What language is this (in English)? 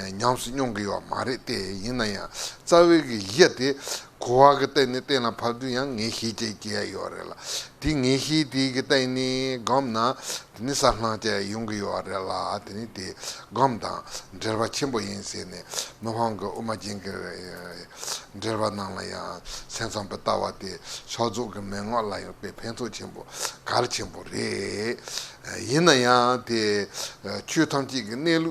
Tibetan